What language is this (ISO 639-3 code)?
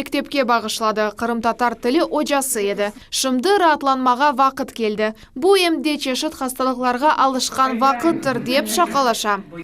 crh